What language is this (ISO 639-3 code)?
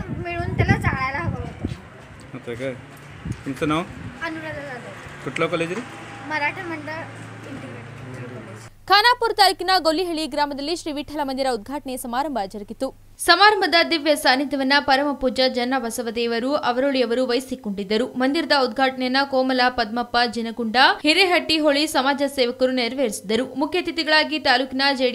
kan